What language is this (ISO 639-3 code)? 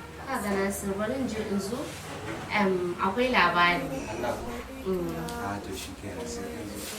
hau